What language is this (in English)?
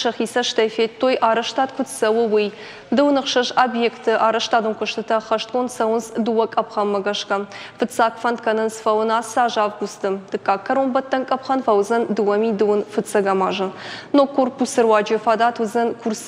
Ossetic